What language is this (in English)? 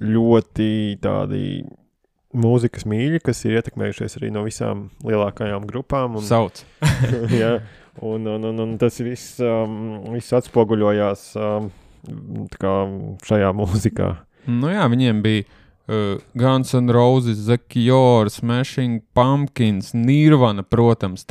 Latvian